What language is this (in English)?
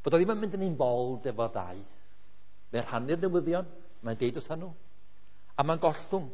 Welsh